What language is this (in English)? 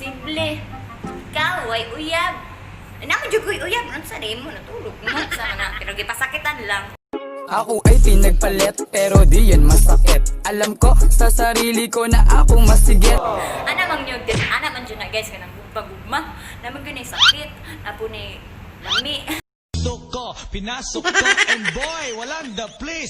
Cebuano